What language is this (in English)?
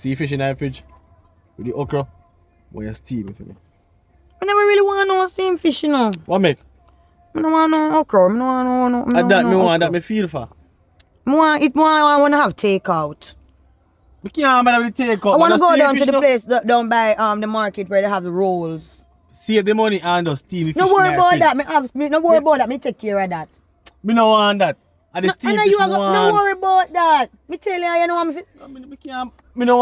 Jamaican Creole English